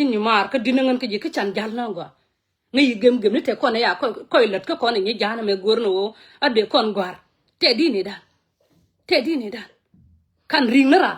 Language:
Nuer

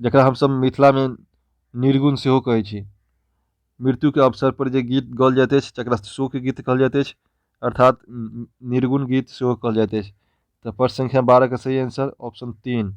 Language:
Maithili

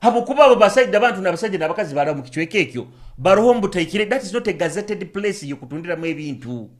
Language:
Nyoro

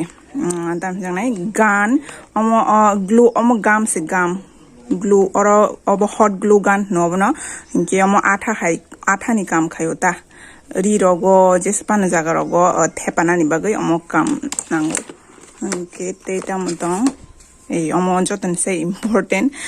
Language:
Kok Borok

